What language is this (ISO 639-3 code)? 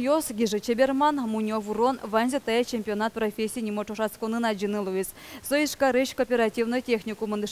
udm